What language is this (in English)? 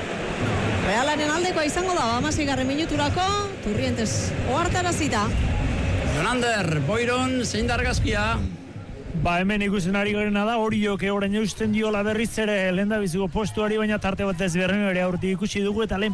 Basque